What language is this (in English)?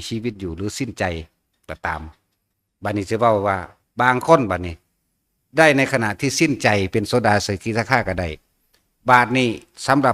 Northeastern Thai